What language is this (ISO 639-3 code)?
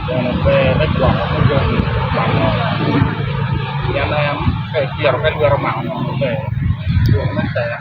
ach